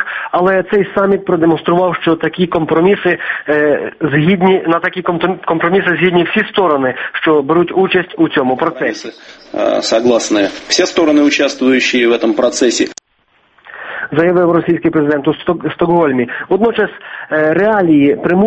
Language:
Ukrainian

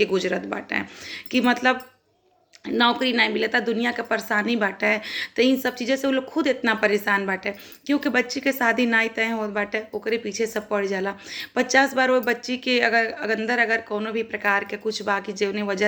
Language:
Bhojpuri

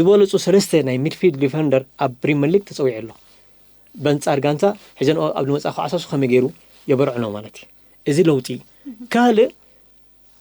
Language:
Tigrinya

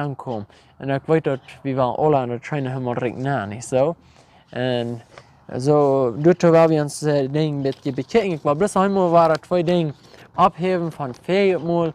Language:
Plautdietsch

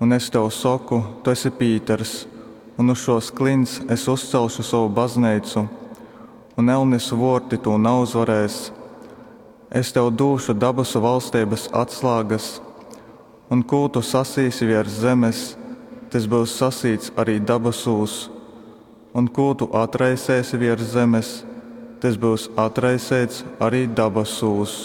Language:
Latgalian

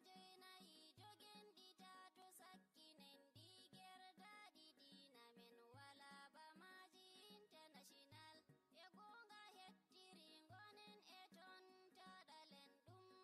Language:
Fula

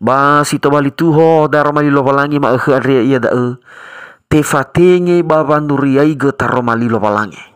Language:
Nias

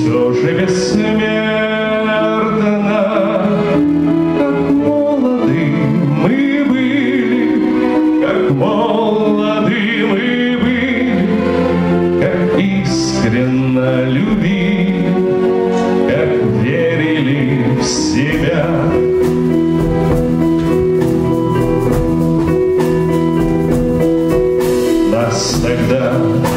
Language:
Russian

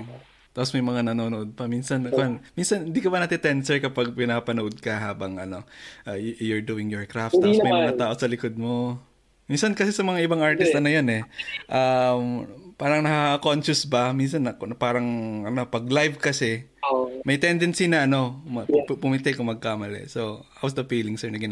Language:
Filipino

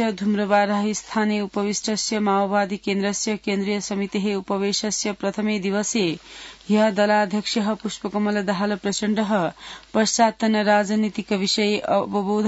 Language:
Sanskrit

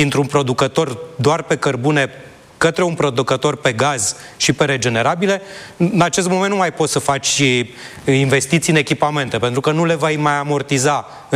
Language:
Romanian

